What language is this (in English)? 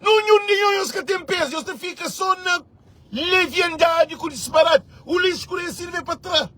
Kabuverdianu